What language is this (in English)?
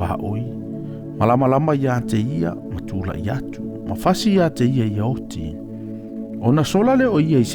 Samoan